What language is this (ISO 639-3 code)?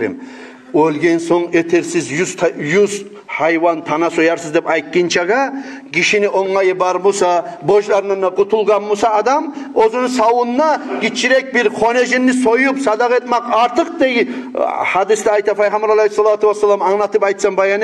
kum